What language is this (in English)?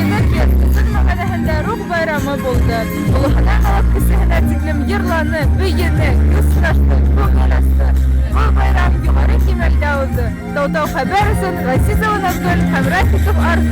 Bashkir